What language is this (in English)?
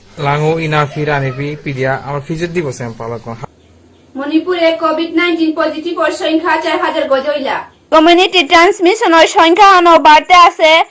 Bishnupriya